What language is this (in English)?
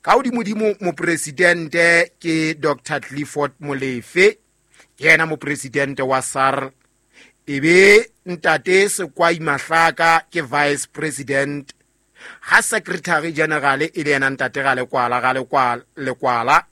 Southern Sotho